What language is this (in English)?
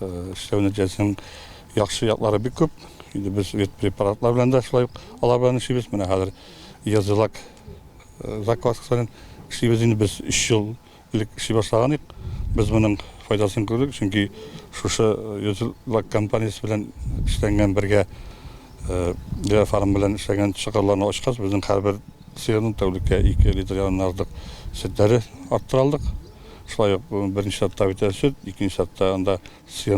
Tatar